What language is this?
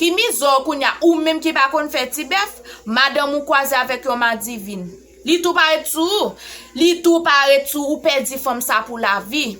Haitian Creole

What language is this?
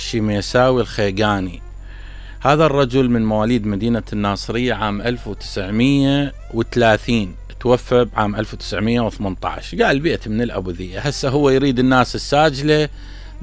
Mesopotamian Arabic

